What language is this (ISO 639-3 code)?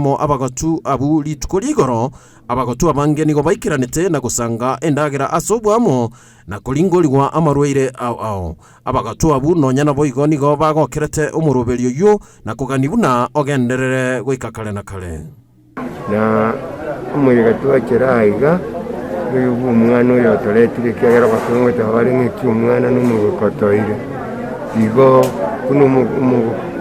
guz